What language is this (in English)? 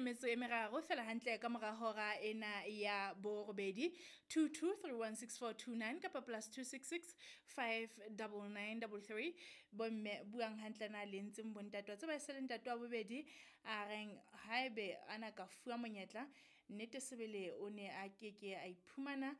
Southern Sotho